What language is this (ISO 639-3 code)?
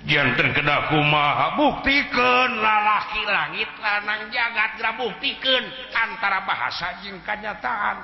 sun